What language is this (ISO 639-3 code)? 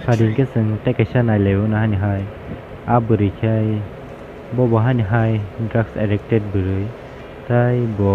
trp